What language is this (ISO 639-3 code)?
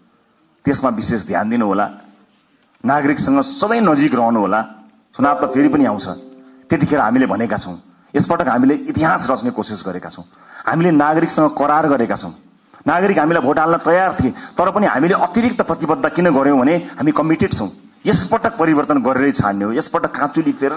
nep